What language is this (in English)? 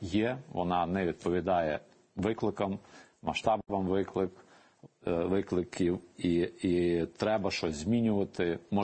Ukrainian